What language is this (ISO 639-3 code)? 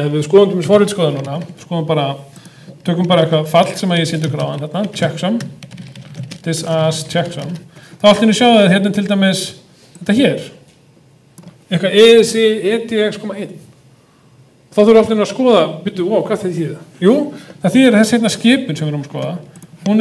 isl